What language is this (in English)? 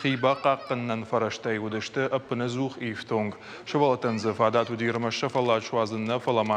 Ossetic